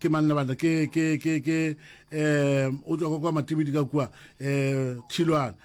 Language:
Northern Sotho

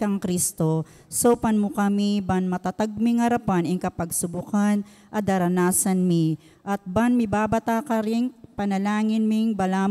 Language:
Pampanga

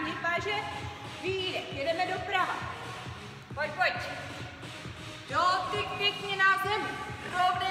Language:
Czech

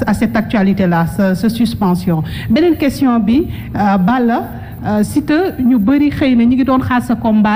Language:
Wolof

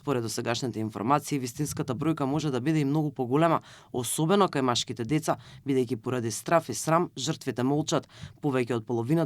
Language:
Macedonian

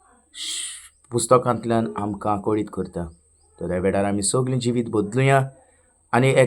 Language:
Konkani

